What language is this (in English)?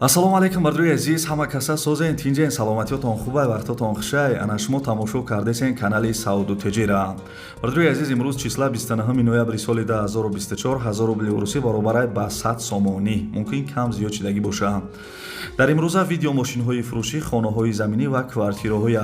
Tajik